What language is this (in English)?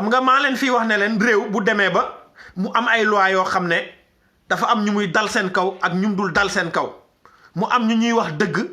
Wolof